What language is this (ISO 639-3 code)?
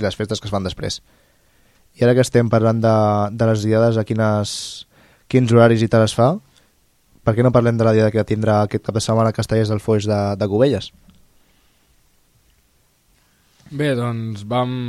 cat